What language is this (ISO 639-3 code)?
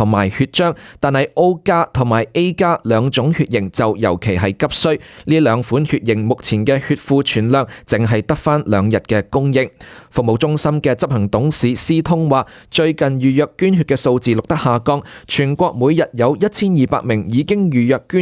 yue